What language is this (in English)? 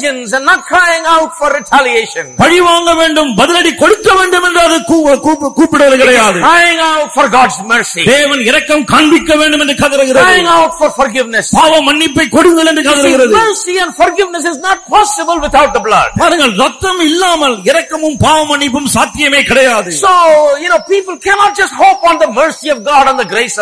Tamil